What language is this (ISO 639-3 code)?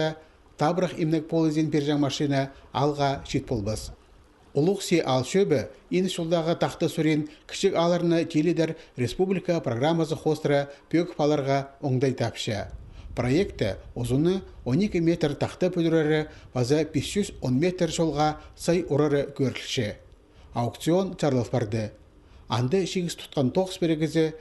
kjh